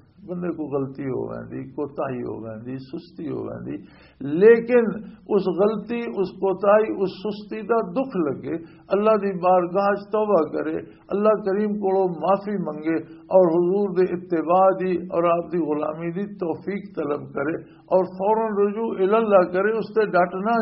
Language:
Western Panjabi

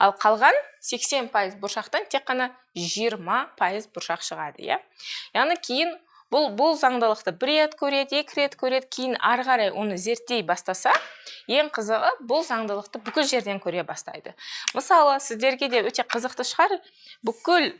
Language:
Kazakh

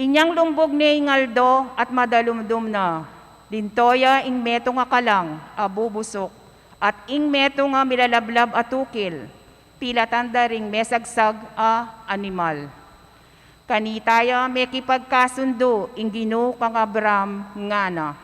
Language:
Pampanga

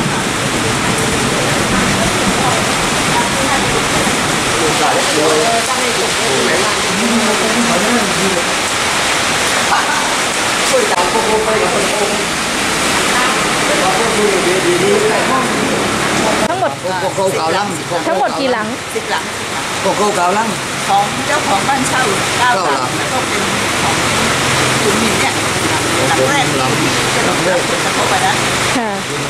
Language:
Thai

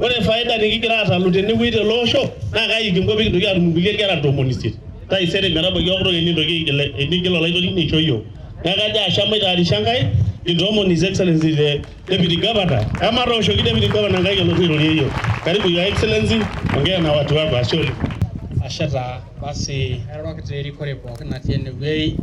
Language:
Masai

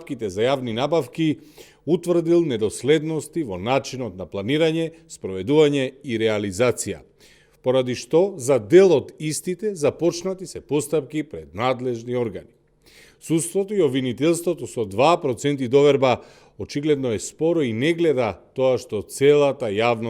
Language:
Macedonian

